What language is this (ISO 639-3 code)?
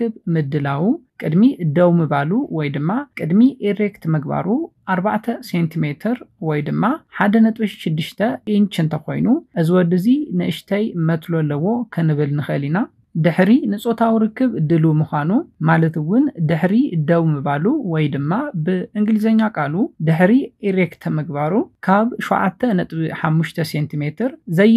tir